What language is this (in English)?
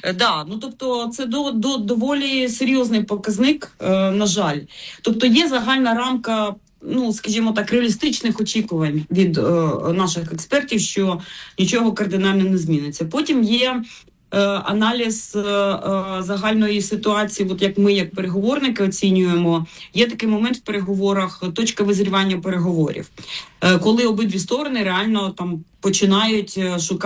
Ukrainian